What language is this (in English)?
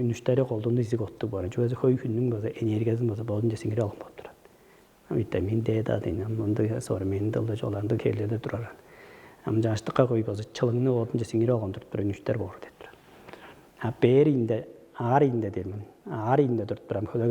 Tuvinian